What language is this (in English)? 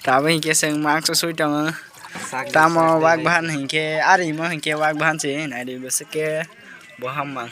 Kok Borok